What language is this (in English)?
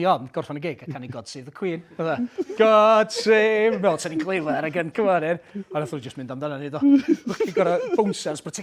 Welsh